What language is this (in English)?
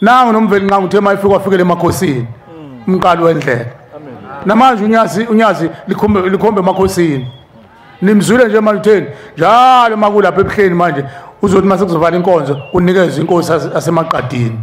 Zulu